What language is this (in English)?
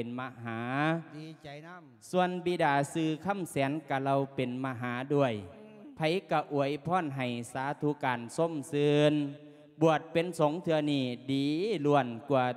Lao